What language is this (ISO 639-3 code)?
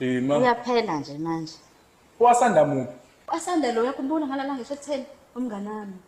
zul